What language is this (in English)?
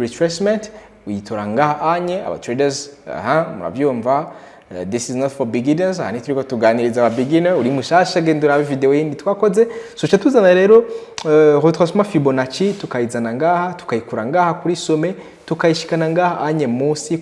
Rundi